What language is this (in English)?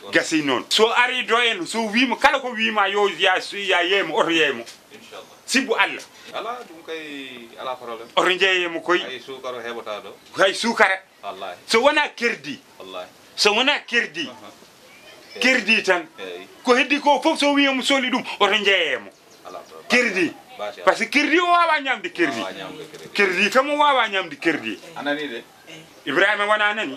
Fula